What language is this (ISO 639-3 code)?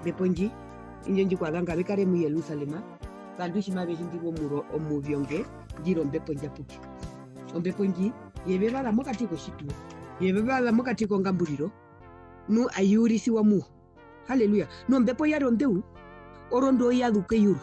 her